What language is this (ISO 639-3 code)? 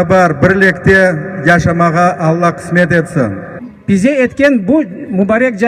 crh